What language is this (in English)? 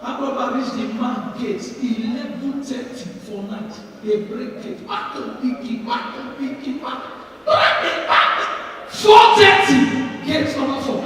Nigerian Pidgin